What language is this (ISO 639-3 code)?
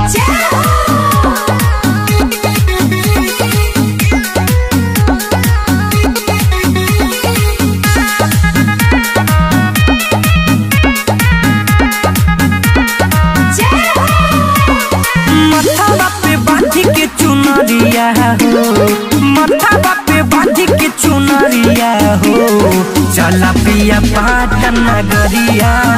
bho